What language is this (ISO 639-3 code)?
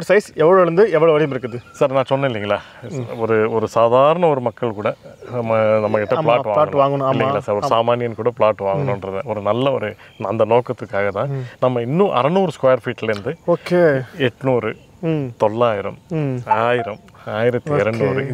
tam